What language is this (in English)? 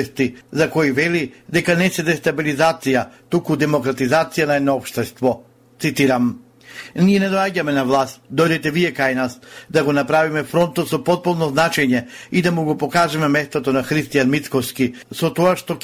Macedonian